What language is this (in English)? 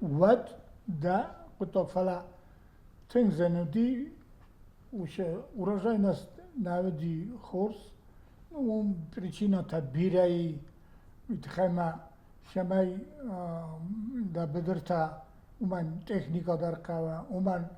Ossetic